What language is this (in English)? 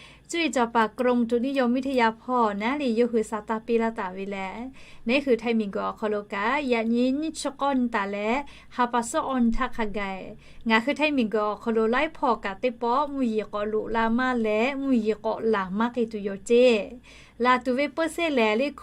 Lahu